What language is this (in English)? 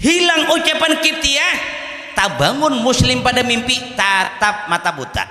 Banjar